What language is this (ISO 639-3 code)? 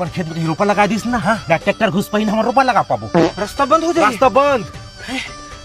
hne